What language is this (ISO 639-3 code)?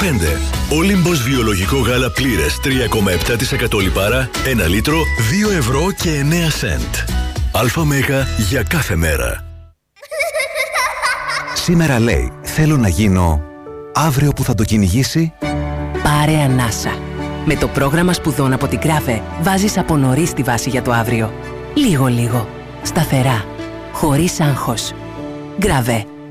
ell